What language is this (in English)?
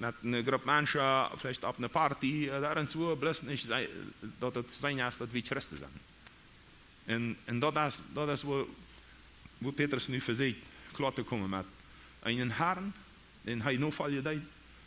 Plautdietsch